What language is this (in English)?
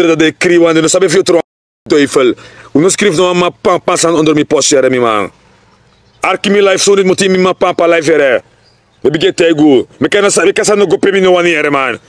Sranan Tongo